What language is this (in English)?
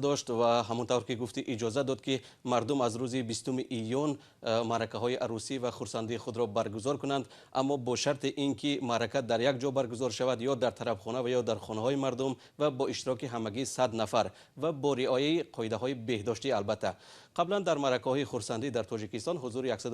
Tajik